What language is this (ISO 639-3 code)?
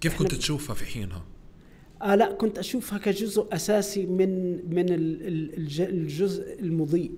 apc